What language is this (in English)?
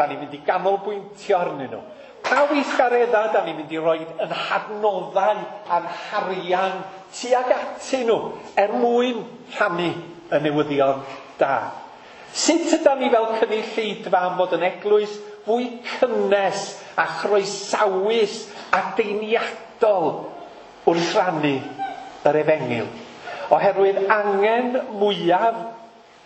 Welsh